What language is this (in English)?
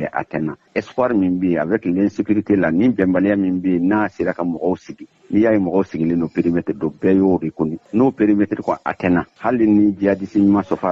Bambara